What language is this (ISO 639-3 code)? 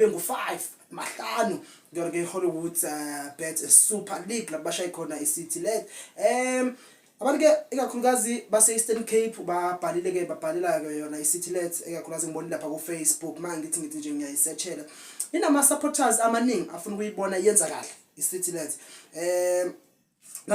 zul